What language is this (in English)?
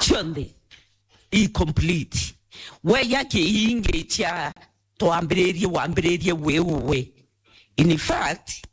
Meru